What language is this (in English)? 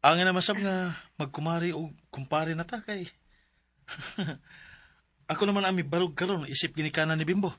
Cebuano